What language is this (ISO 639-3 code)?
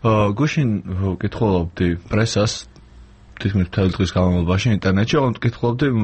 kat